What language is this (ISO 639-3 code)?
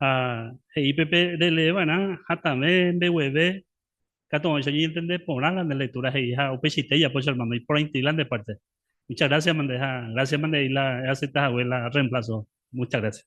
grn